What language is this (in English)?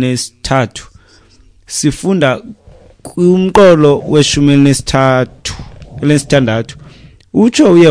Xhosa